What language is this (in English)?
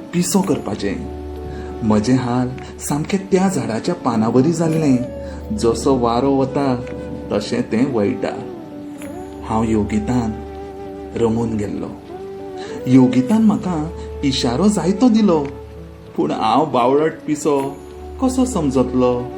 Konkani